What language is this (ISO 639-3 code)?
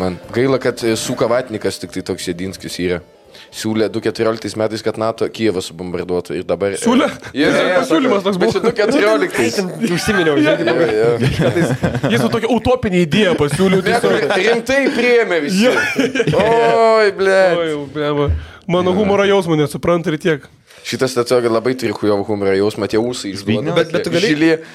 lit